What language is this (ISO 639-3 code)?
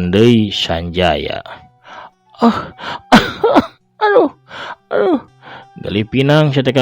sun